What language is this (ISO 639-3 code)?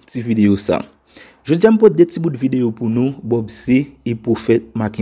hat